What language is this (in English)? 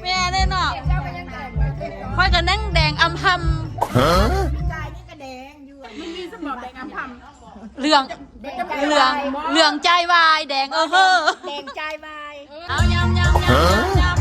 Lao